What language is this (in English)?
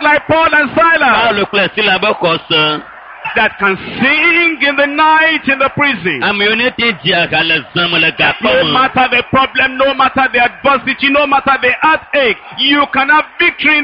Ewe